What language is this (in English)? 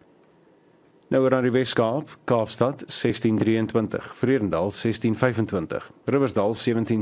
Afrikaans